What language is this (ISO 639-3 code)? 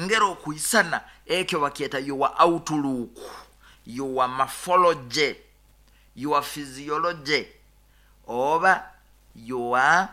nyo